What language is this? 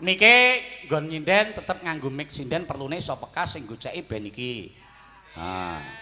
Javanese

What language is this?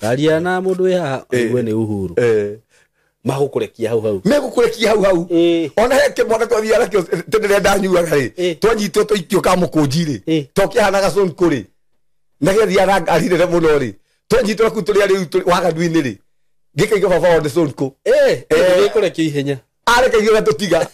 Kikuyu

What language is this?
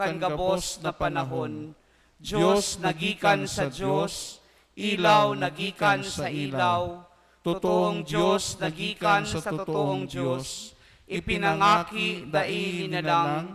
Bikol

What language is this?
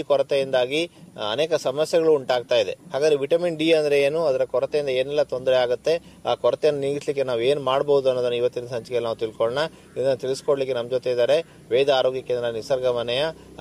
Kannada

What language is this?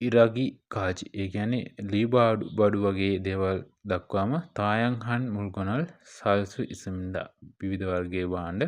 Sinhala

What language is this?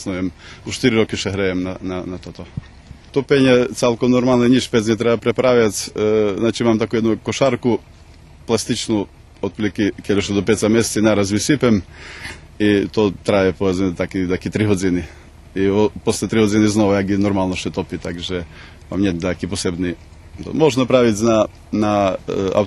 Rusyn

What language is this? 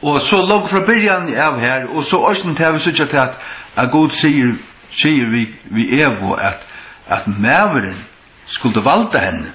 Faroese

